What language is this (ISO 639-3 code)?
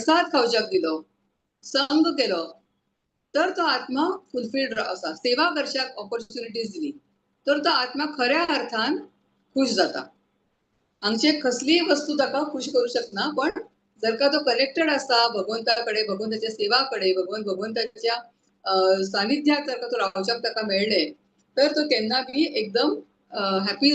kok